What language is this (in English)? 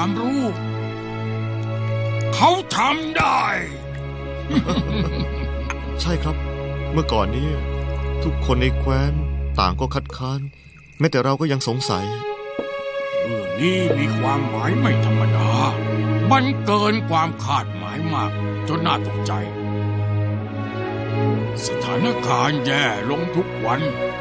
Thai